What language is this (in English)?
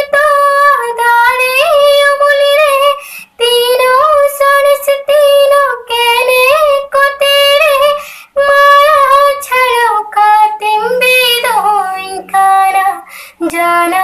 Santali